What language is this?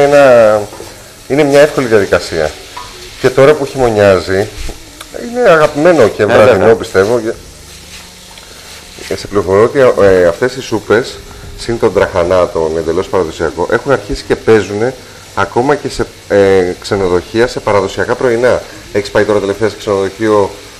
Greek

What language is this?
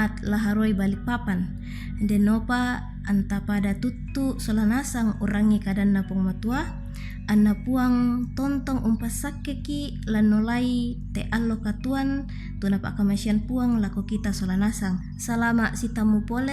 Toraja-Sa'dan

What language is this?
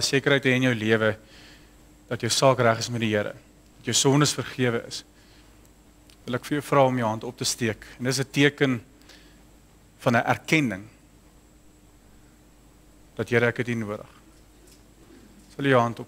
Afrikaans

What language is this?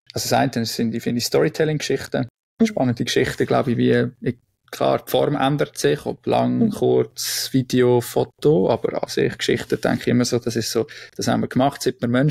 Swiss German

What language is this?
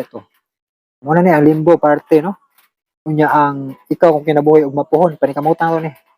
Cebuano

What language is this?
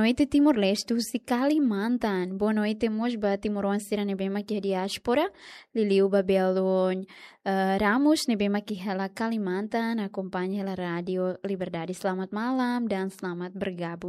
Tetum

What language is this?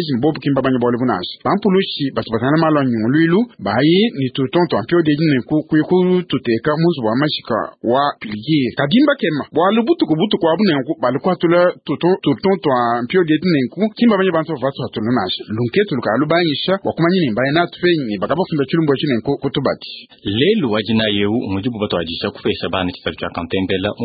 Luba-Lulua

